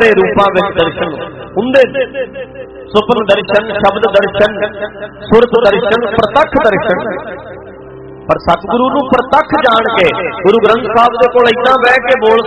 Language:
Punjabi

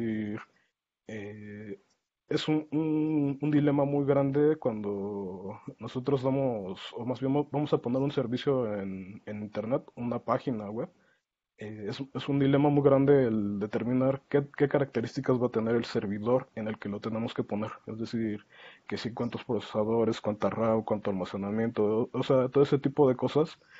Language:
Spanish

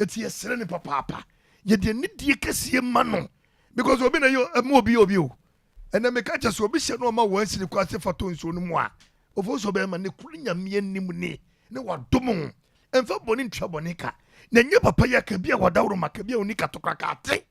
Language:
Akan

